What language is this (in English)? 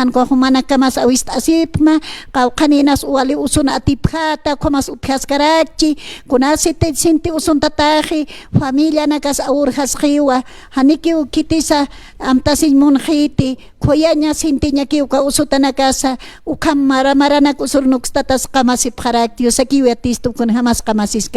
Aymara